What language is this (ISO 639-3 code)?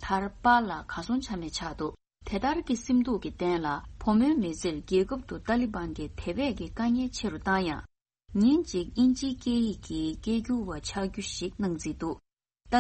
bod